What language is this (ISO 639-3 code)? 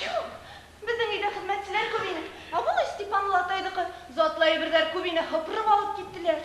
bak